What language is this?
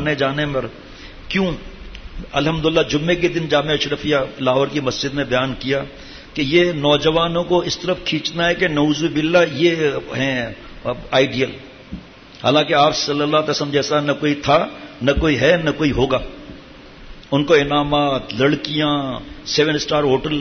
Urdu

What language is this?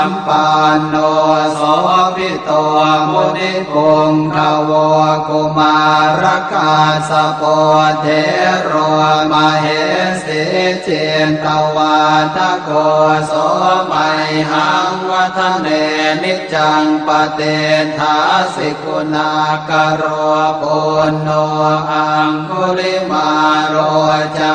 Pali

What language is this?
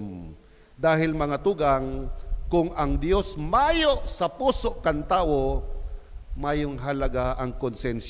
Bikol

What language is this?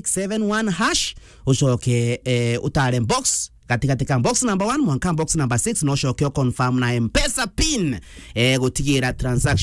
Meru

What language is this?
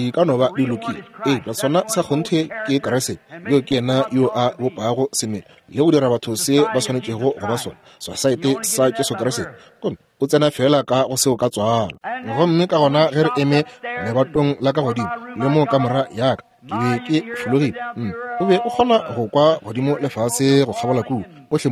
Northern Sotho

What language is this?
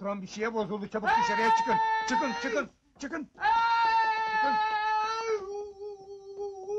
Turkish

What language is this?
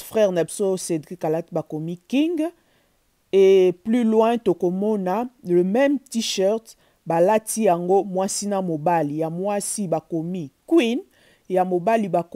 Lingala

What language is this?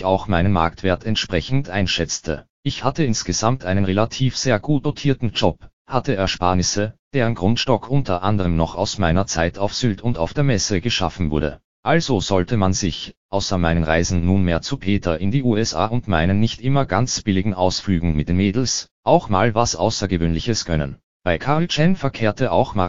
German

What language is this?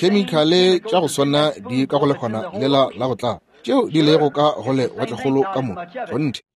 Northern Sotho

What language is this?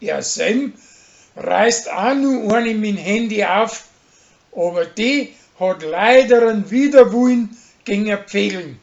Bavarian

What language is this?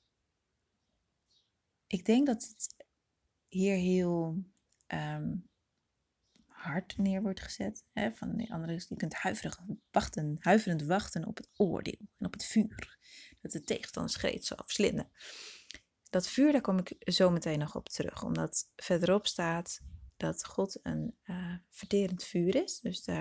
Dutch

